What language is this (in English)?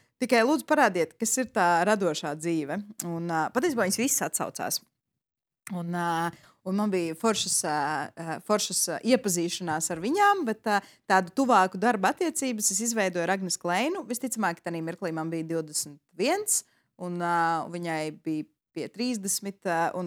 Latvian